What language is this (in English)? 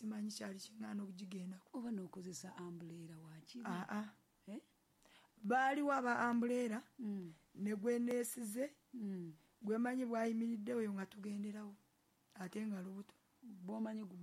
Ganda